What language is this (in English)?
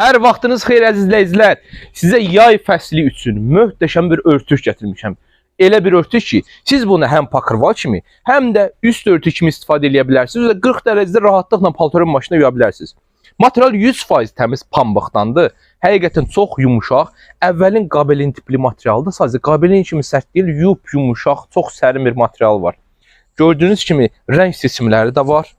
Azerbaijani